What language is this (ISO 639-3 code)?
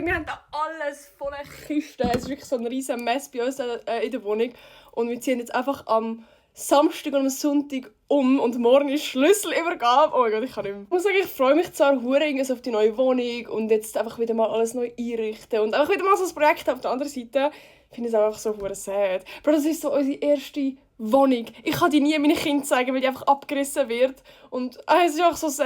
gsw